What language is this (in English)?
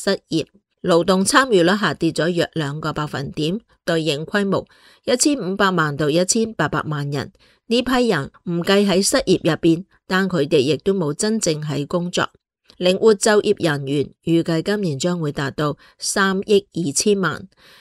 Cantonese